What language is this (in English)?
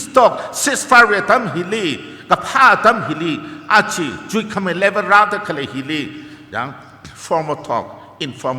Tangkhul Naga (India)